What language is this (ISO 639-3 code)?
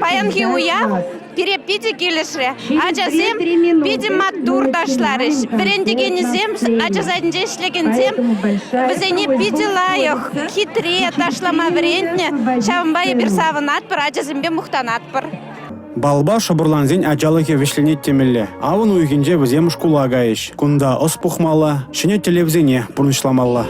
chv